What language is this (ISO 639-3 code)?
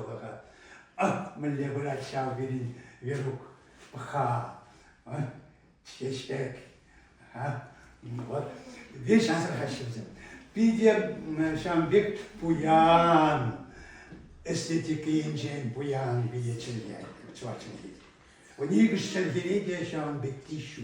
chv